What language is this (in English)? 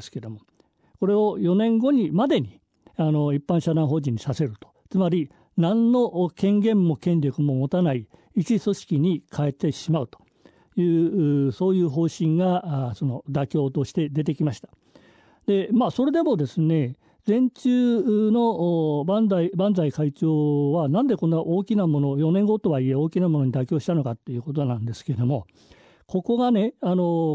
Japanese